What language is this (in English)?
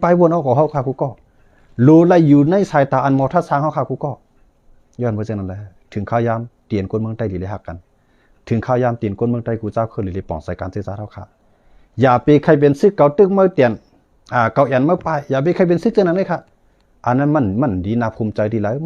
Shan